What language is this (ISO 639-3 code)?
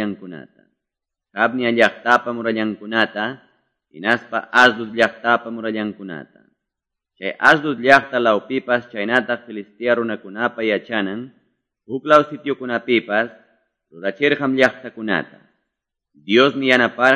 que